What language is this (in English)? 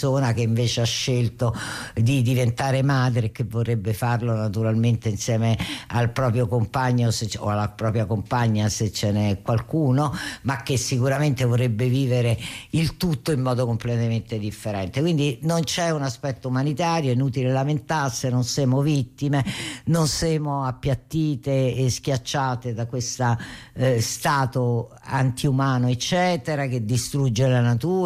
Italian